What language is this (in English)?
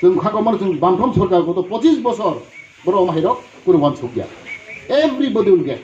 Kok Borok